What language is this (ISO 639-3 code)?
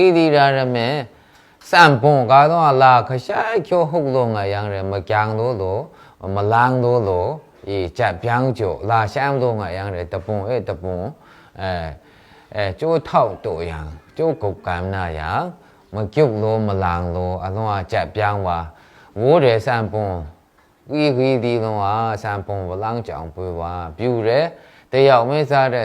mhx